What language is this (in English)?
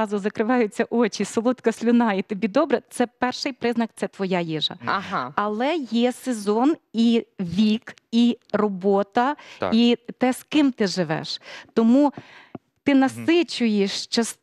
Ukrainian